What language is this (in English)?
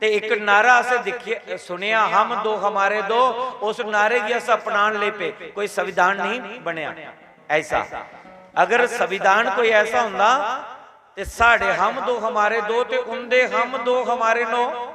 Dogri